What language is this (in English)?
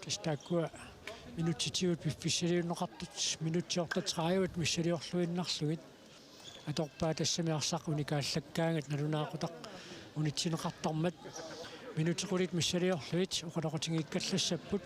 Kalaallisut